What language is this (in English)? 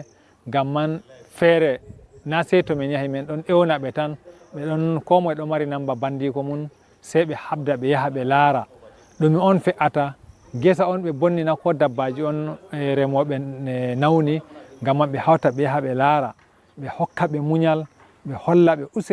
Fula